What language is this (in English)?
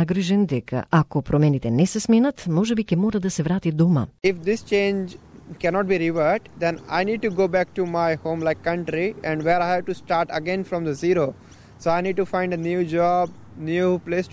Macedonian